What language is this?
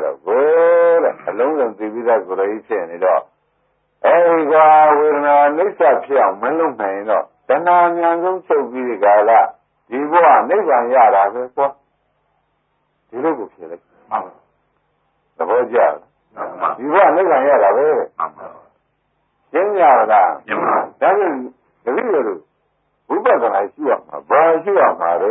Burmese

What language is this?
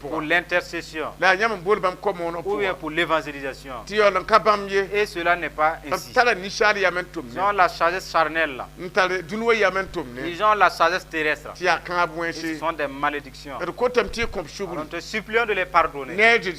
Mossi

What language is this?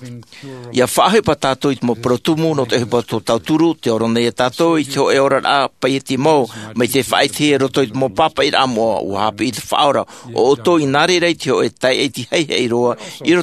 Tahitian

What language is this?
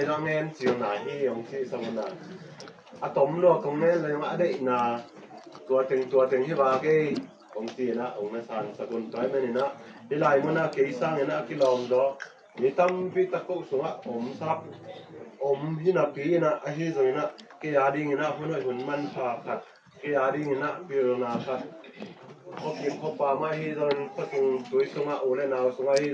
Tedim Chin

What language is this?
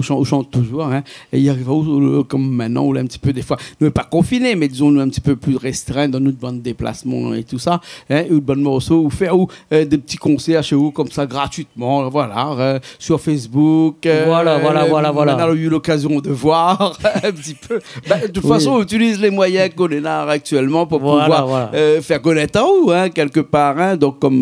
Réunion Creole French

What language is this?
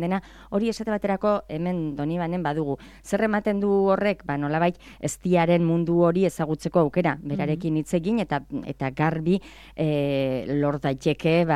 Basque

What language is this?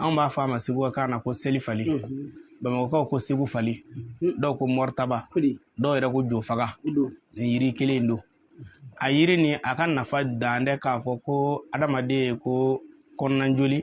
Bambara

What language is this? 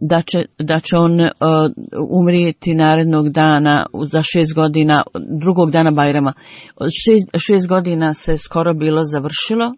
Bosnian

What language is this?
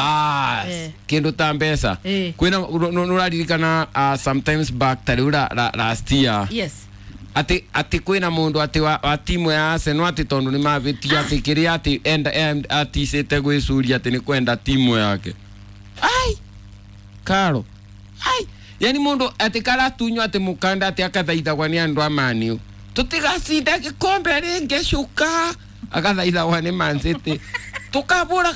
Kikuyu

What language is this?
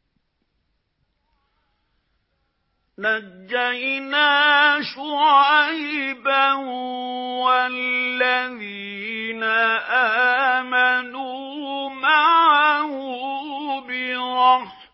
Arabic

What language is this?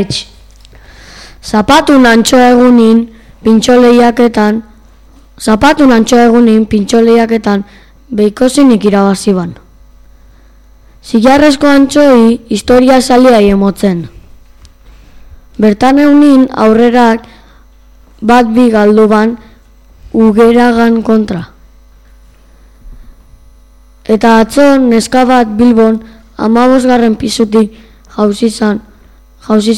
Basque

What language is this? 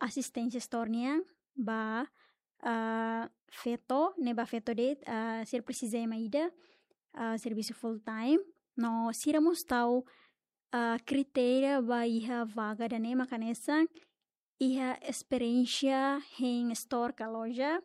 Tetum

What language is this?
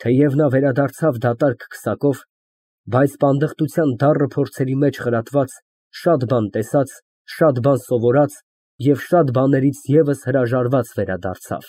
Armenian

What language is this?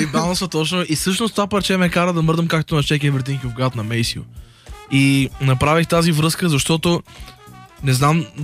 Bulgarian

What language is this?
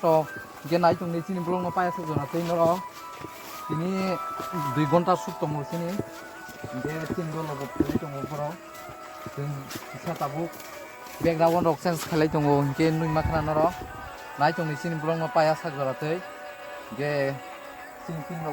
Kok Borok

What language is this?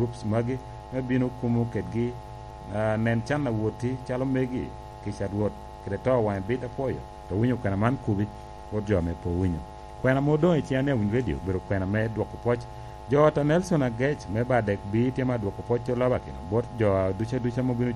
Lango (Uganda)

